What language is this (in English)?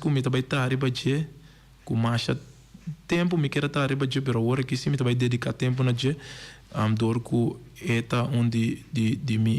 Papiamento